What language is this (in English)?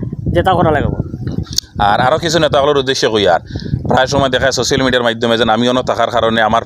Sylheti